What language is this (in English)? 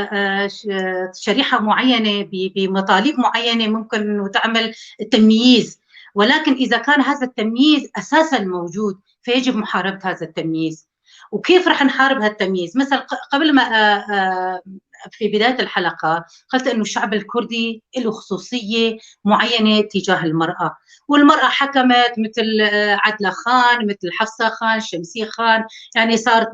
North Levantine Arabic